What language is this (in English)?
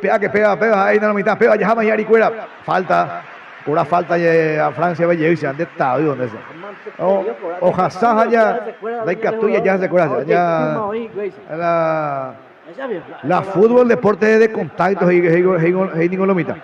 Guarani